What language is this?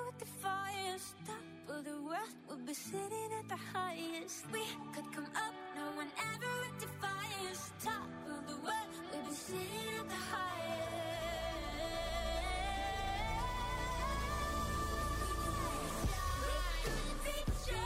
English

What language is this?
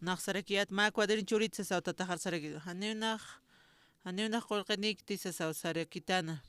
Aymara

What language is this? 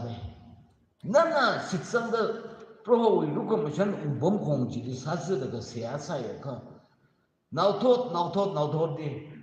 Tangkhul Naga (India)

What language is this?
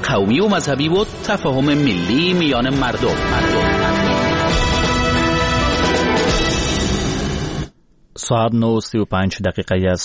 Persian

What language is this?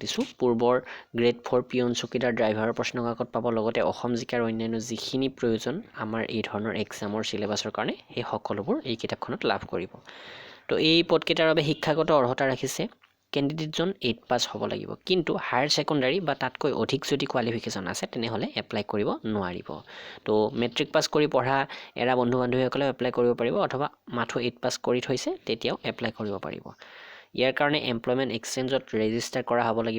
Assamese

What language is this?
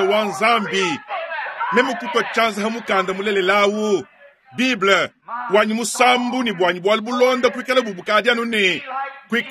Luba-Lulua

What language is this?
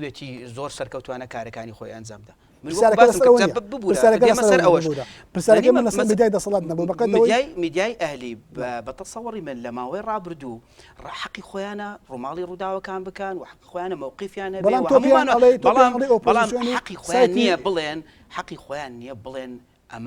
Central Kurdish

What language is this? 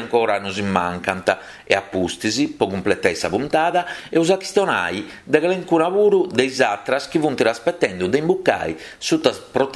Sardinian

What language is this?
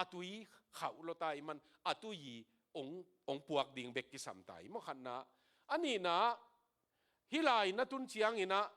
Tedim Chin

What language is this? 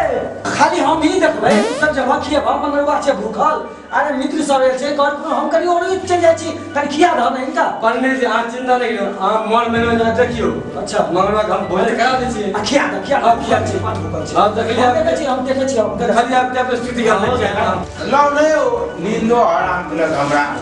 Maithili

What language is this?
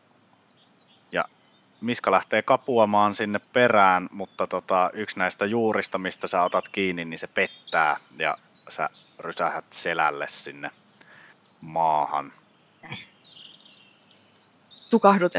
Finnish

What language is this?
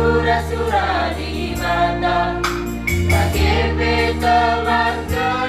Batak Karo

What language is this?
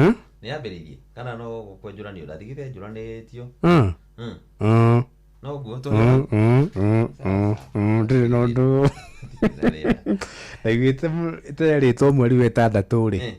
Kikuyu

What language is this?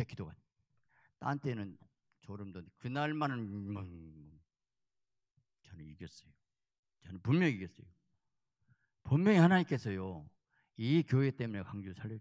Korean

